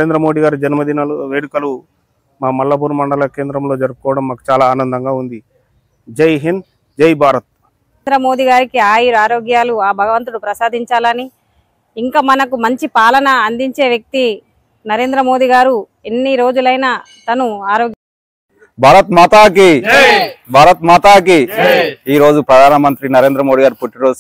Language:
Telugu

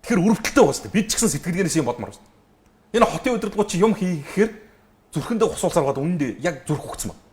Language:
Mongolian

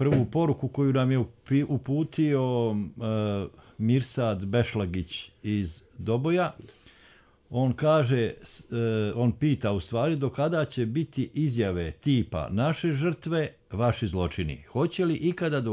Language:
Bosnian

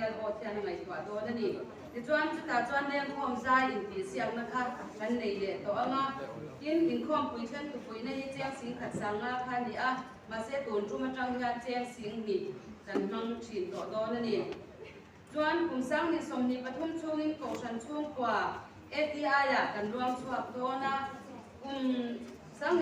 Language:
Mizo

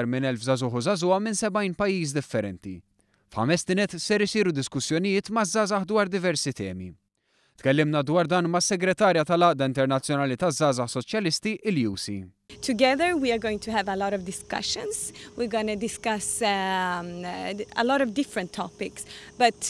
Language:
Maltese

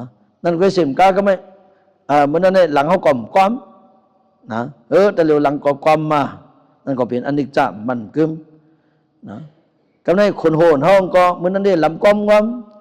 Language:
Shan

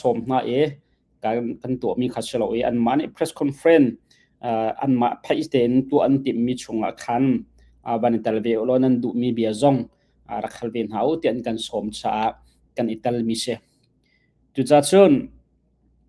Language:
Hakha Chin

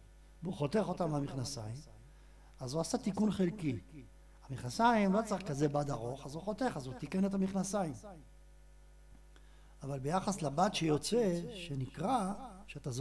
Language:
Hebrew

